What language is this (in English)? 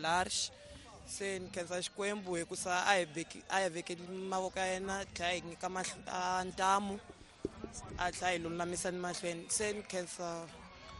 Tsonga